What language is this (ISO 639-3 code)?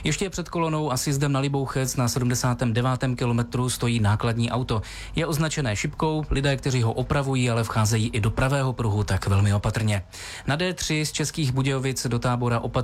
ces